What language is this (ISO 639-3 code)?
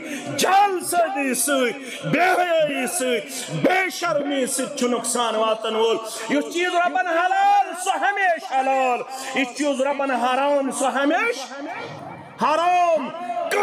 kas